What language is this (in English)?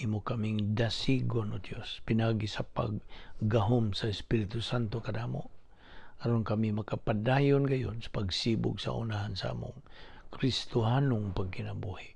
Cebuano